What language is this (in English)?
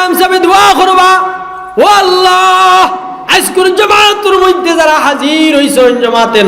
Sylheti